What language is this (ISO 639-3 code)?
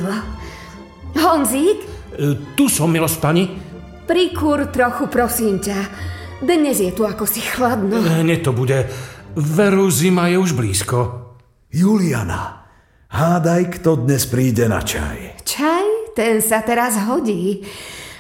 slk